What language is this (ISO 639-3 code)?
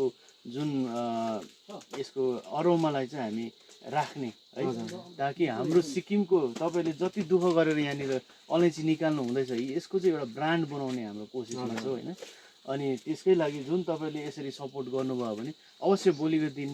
nep